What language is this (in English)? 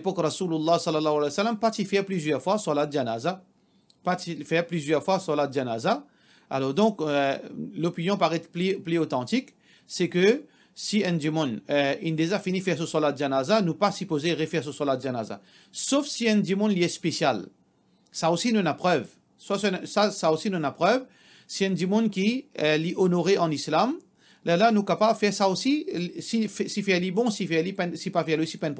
Morisyen